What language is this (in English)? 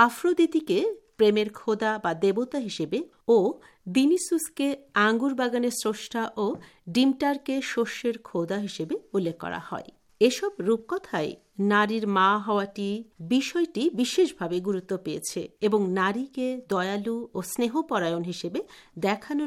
Bangla